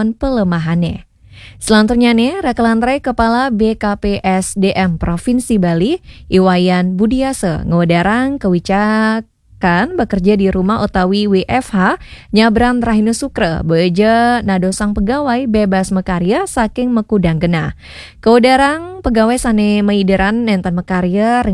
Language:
Balinese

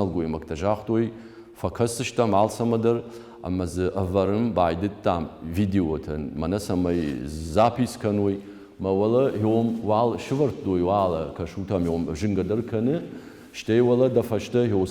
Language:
Ossetic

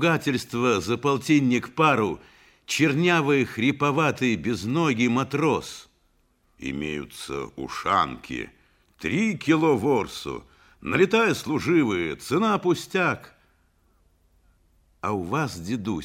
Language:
Russian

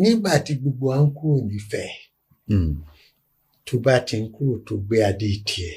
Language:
Yoruba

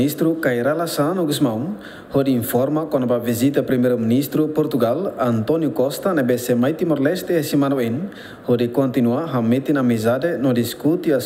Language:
Tetum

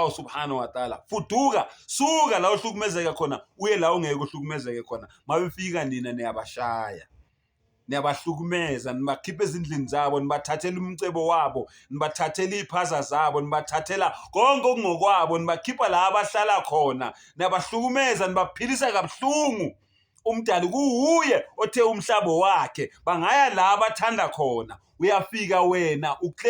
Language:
Zulu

